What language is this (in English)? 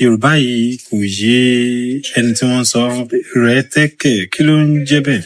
Yoruba